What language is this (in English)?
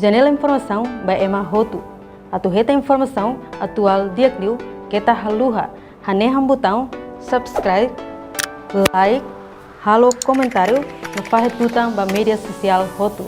Tetum